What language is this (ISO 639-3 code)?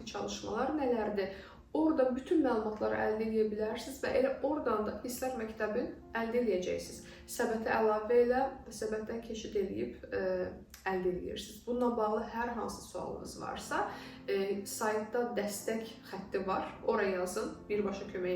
aze